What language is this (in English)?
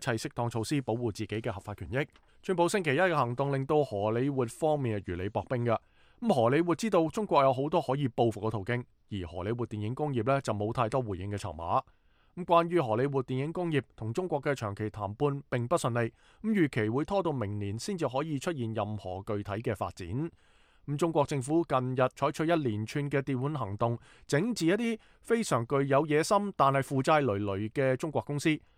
Cantonese